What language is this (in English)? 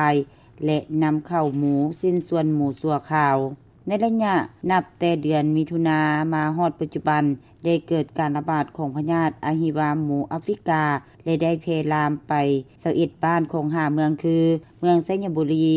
Lao